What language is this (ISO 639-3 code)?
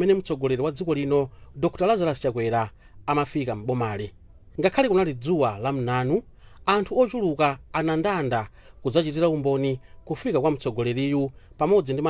nya